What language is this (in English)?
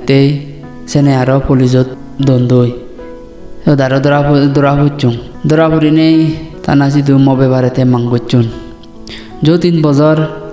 Chakma